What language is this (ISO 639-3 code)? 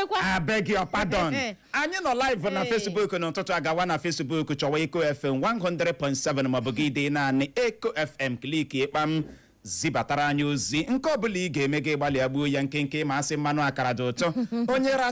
ibo